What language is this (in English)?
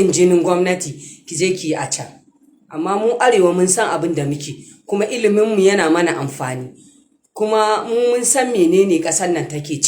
Hausa